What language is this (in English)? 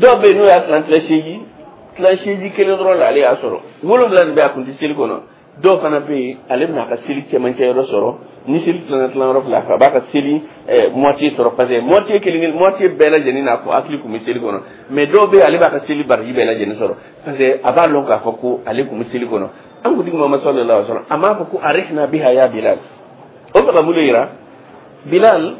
Dyula